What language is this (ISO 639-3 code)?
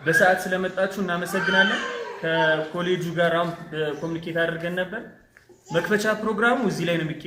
amh